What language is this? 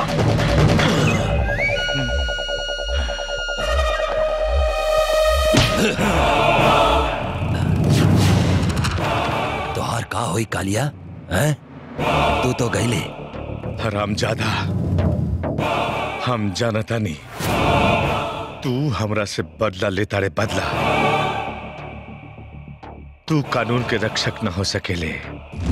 Bhojpuri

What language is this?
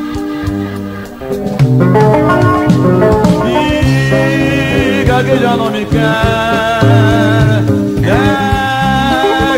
Portuguese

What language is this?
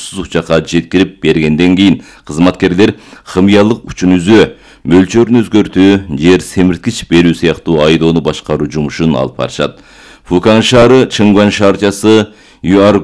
Kyrgyz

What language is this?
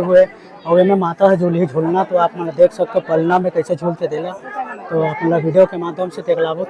Chhattisgarhi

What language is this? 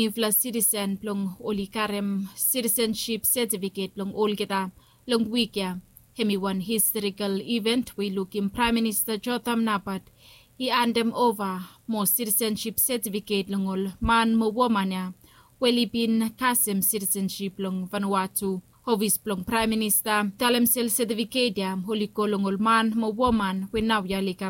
Bislama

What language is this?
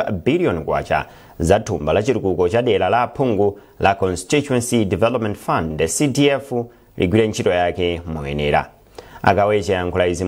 Nyanja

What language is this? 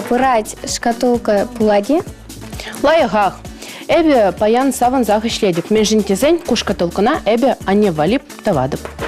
Chuvash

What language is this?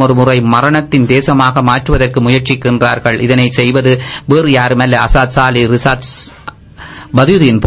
Tamil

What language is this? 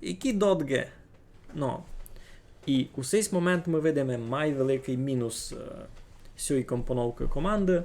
Rusyn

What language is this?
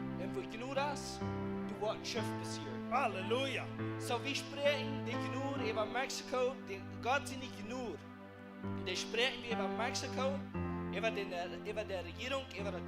Plautdietsch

